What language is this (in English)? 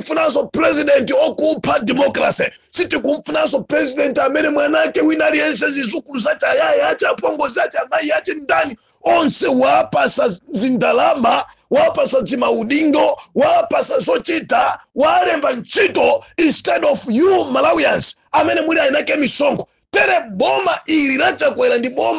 Nyanja